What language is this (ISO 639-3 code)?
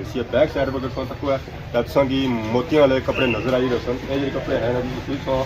phr